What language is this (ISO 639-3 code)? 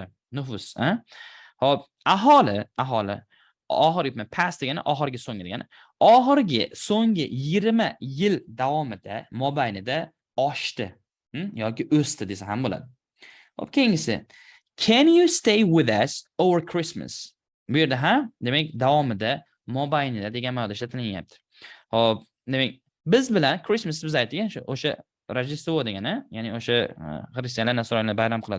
uzb